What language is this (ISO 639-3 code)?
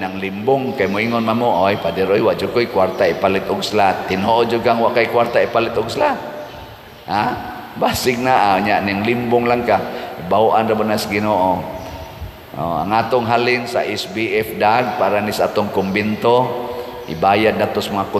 ceb